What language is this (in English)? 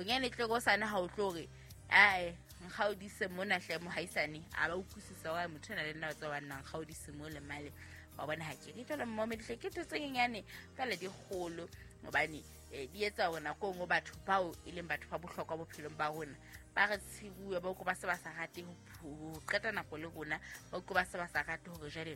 Southern Sotho